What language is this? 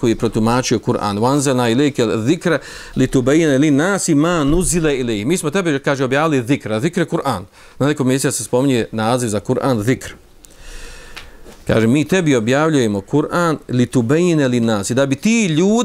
Bosnian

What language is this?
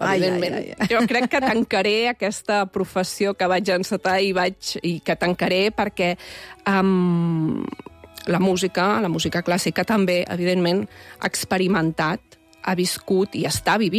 Catalan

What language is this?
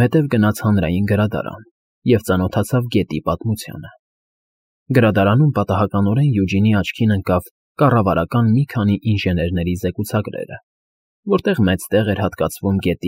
Armenian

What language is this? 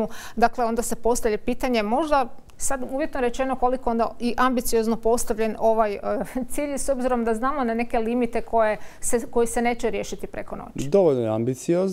Croatian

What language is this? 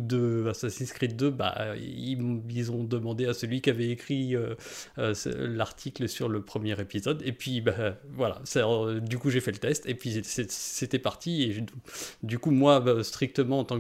French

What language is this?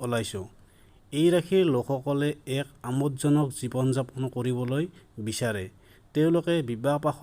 Assamese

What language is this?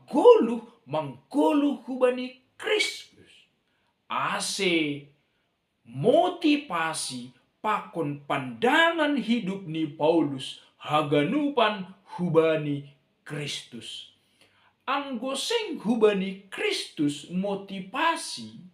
Batak Simalungun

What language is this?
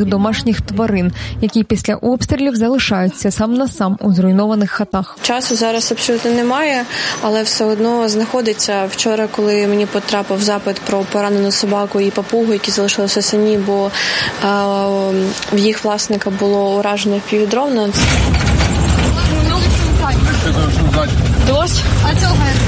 Ukrainian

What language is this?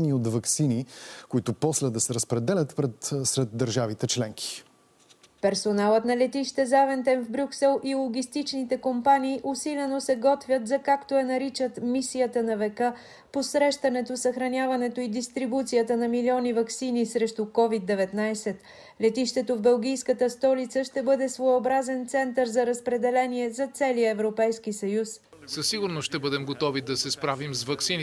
Bulgarian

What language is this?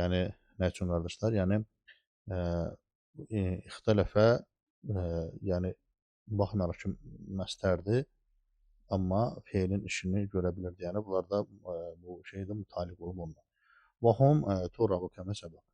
Azerbaijani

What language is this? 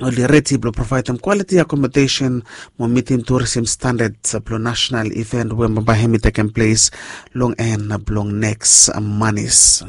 Bislama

